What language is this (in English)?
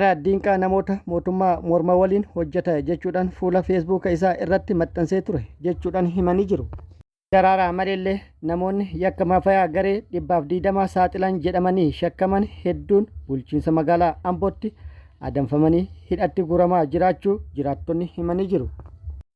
Oromo